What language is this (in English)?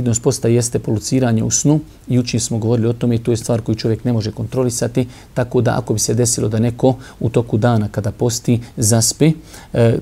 Bosnian